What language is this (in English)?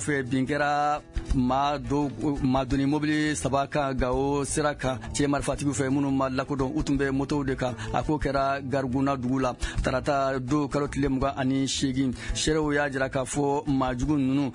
Bambara